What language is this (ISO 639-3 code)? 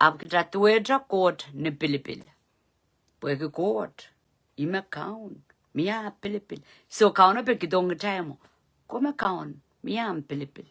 pon